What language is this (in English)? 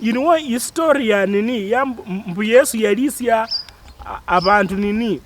Luyia